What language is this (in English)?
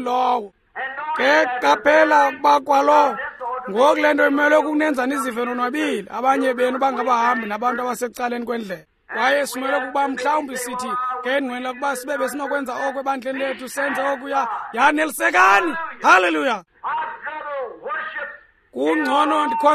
Xhosa